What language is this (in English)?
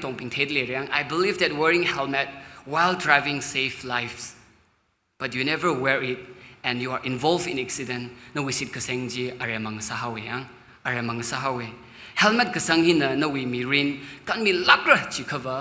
Tangkhul Naga (India)